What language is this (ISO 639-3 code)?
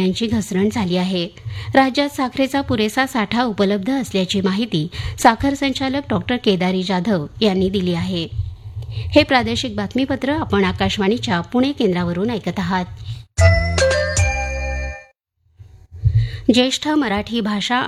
mar